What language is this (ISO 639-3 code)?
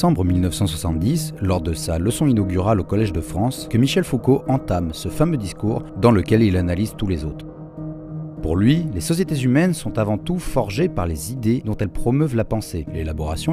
fra